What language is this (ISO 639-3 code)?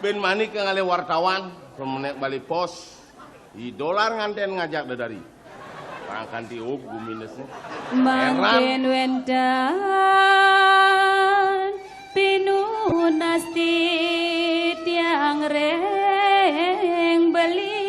ban